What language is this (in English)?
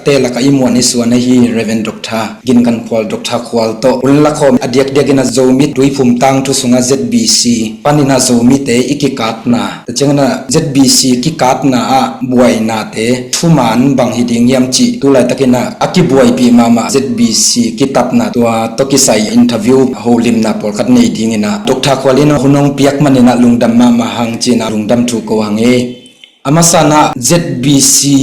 Tedim Chin